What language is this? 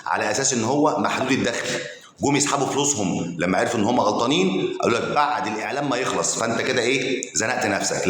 Egyptian Arabic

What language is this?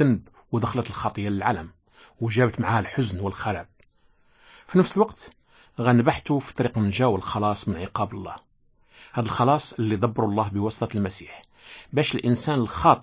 Moroccan Arabic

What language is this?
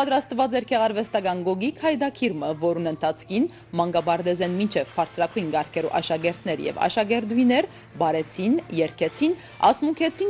Western Armenian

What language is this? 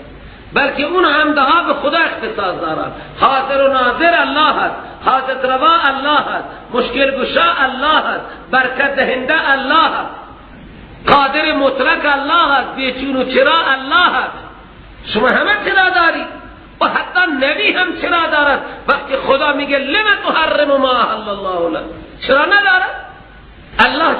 Persian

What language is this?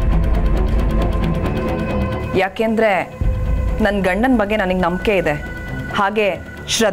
Kannada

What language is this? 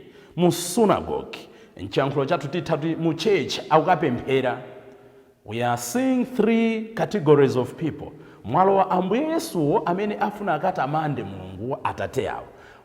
Nyanja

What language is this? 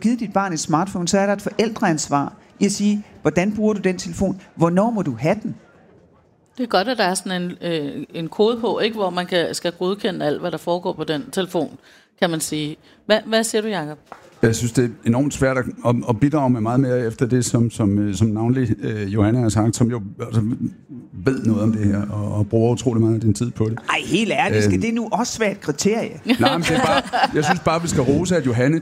Danish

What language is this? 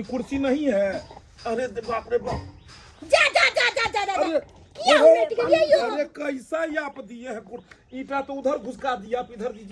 Maithili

